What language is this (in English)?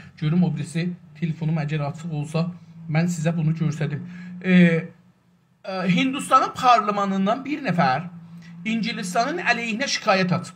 South Azerbaijani